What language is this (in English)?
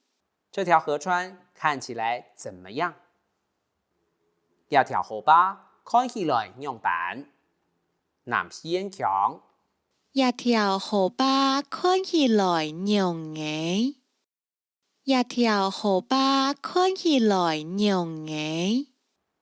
Hakka Chinese